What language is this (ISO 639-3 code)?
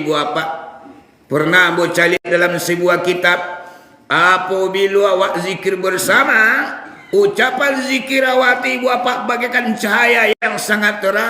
min